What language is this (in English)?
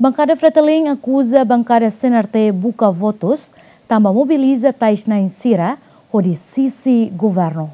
Tetum